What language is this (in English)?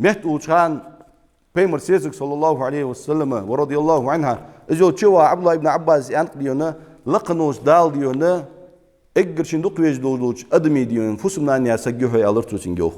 Ingush